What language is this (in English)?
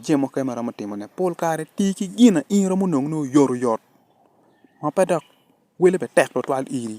Acoli